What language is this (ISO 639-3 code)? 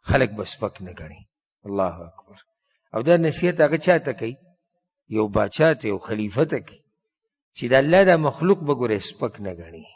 pus